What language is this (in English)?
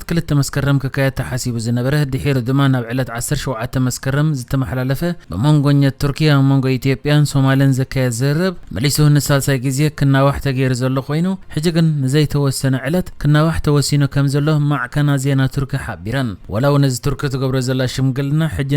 Tigrinya